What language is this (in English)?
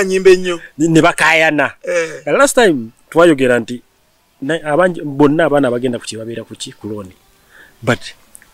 Ganda